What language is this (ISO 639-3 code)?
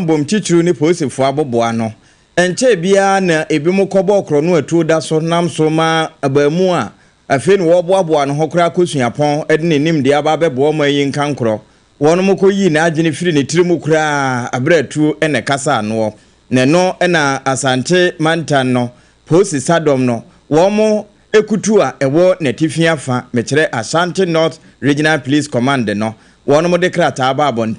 aka